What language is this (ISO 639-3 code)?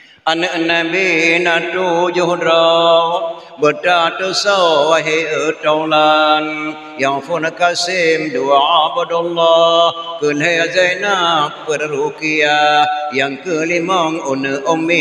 ace